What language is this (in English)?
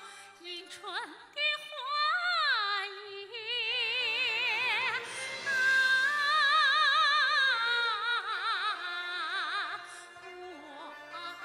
Chinese